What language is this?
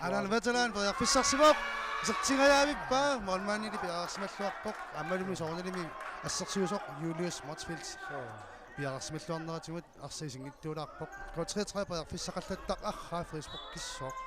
Kalaallisut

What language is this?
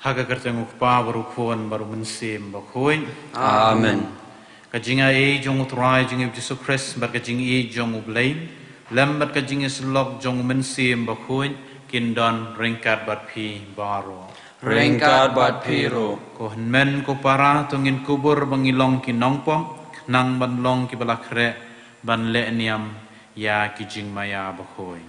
Khasi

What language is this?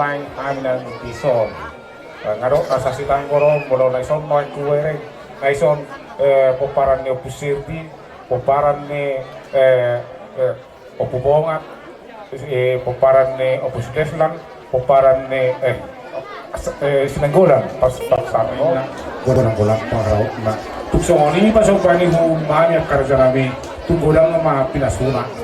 Batak Toba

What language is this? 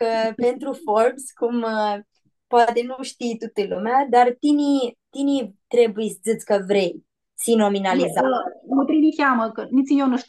Aromanian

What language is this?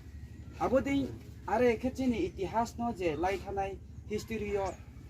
Riang (India)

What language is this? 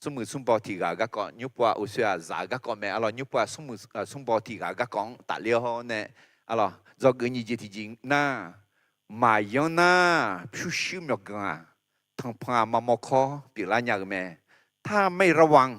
Akha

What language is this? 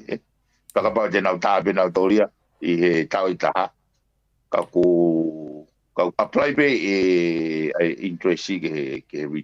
Tongan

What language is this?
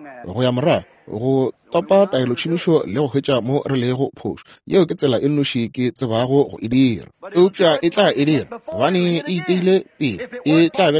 Northern Sotho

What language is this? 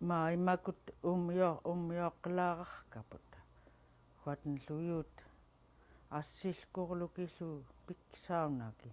Central Yupik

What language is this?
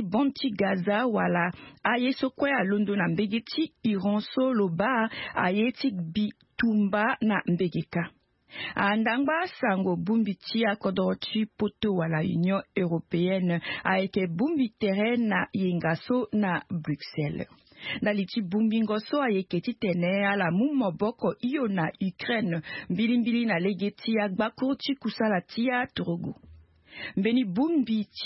Sango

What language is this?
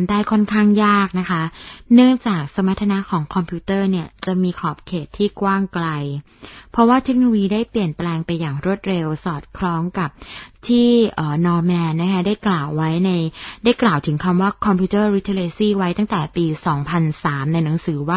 Thai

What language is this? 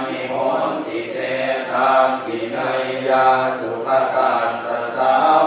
Pali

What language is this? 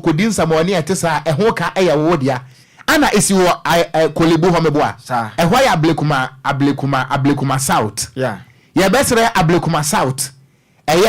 Akan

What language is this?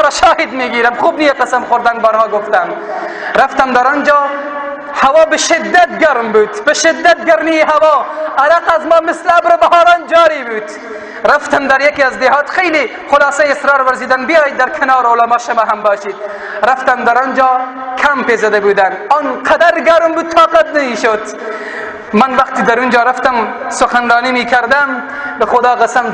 Persian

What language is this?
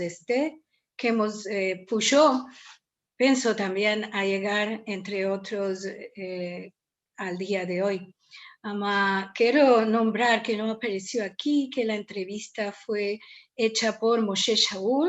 Ladino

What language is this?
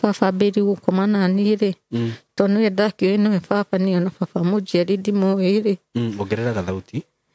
Kikuyu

